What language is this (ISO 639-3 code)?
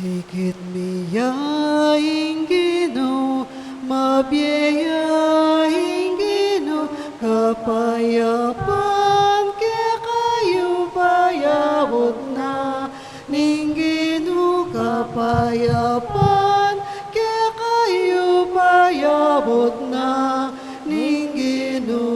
pam